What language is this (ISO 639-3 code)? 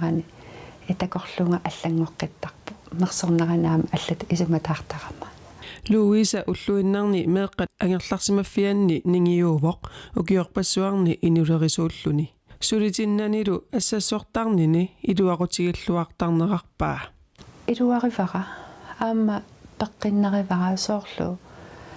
kal